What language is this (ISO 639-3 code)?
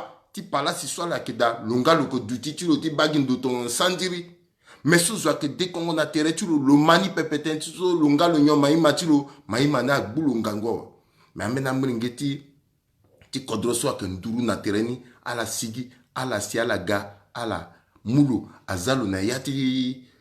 sag